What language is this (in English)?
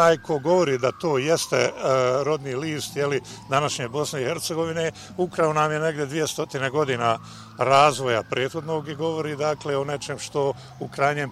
Bosnian